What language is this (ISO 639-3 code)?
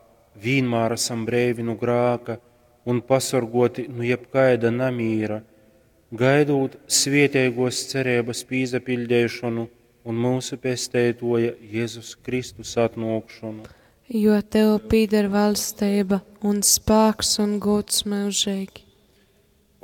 ltg